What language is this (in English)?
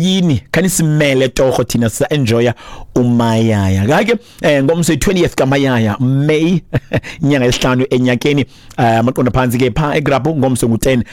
Xhosa